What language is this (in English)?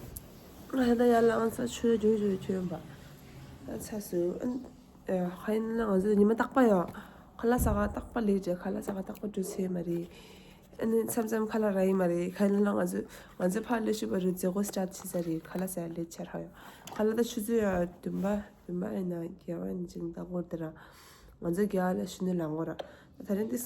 Tibetan